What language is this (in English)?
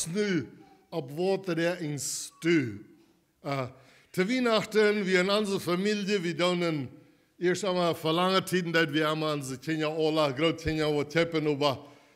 Plautdietsch